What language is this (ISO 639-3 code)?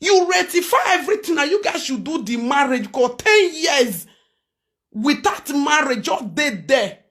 pcm